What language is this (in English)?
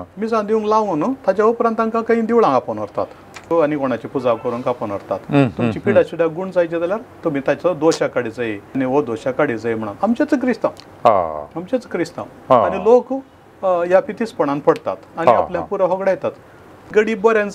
Konkani